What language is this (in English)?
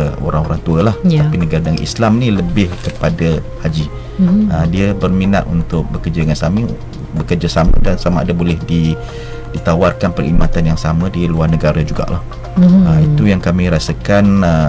Malay